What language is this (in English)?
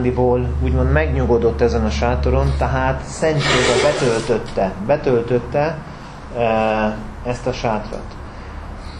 Hungarian